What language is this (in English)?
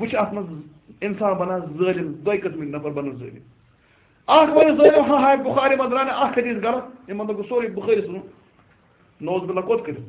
Kashmiri